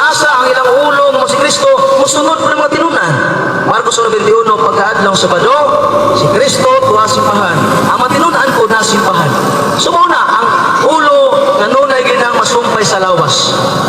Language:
Cebuano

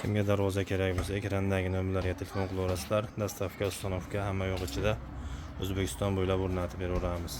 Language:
Uzbek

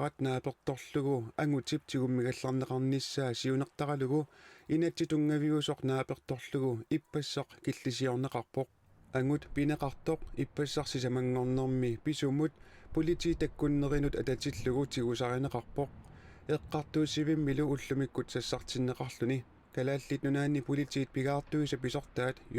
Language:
Kalaallisut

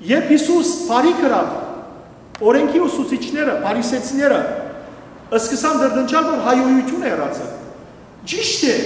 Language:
Western Armenian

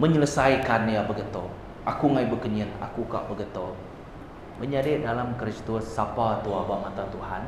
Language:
Iban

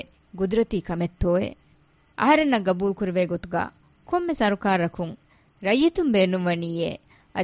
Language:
Divehi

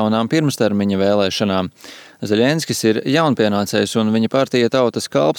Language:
Latvian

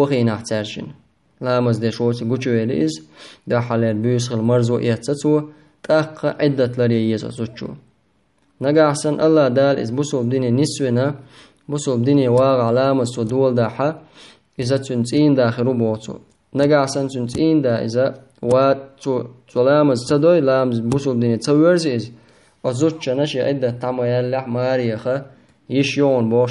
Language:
Chechen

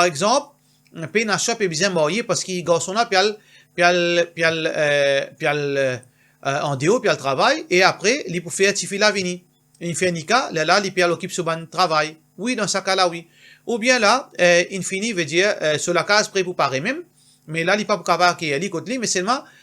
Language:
Morisyen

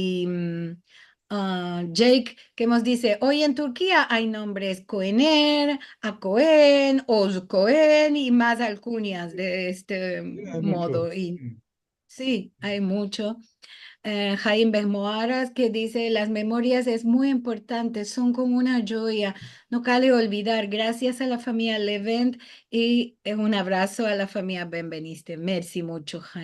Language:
Ladino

